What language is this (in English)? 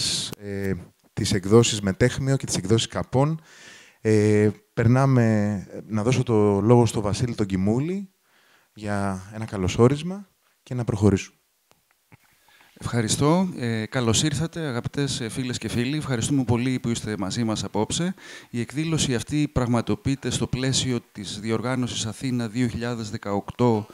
Greek